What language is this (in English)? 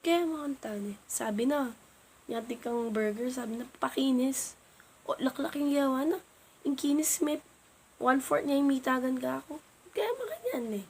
Pampanga